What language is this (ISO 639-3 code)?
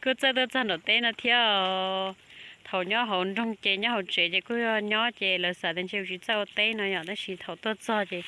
hmn